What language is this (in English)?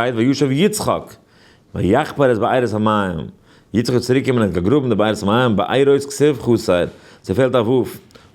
Yiddish